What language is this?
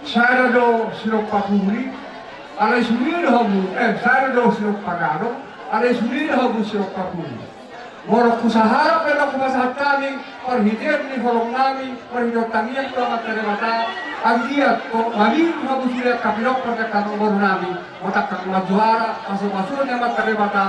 Batak Toba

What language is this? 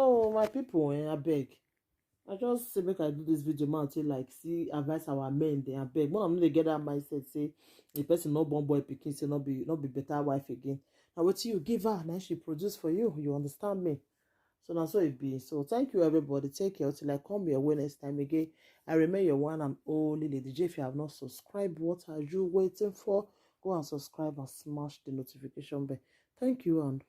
Nigerian Pidgin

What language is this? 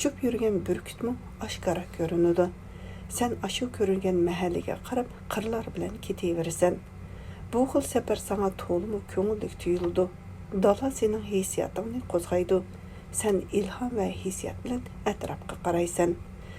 Uyghur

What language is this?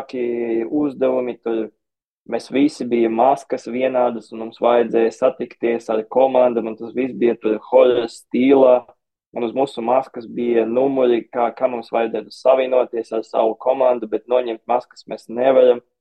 Latvian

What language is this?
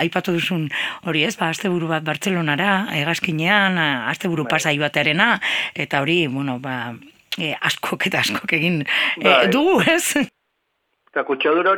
Basque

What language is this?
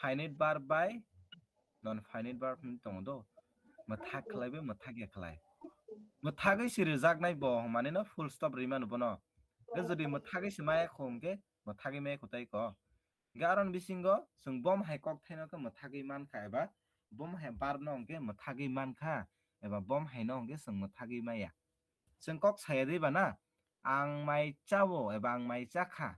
Kok Borok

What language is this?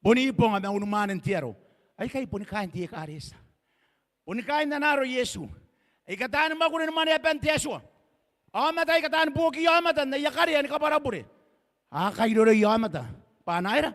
Gilbertese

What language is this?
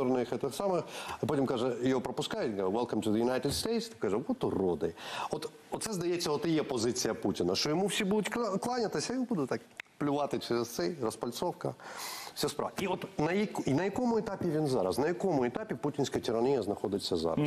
Ukrainian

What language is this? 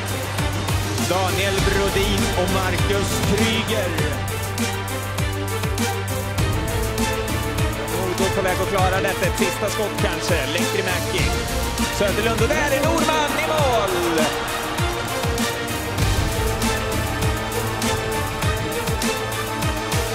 Swedish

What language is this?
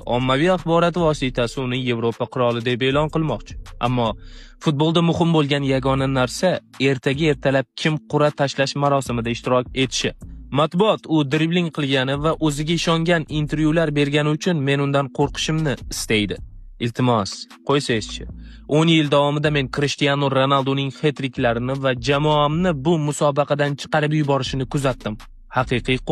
Uzbek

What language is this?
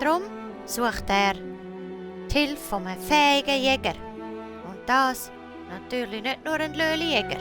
Swiss German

